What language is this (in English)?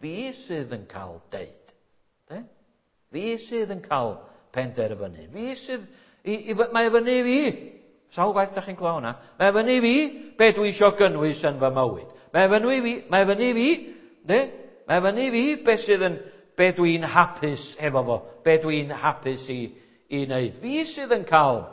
Welsh